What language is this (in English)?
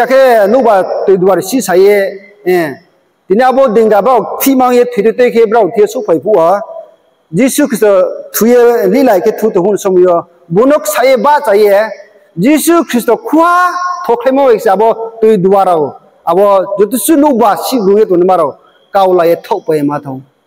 Riang (India)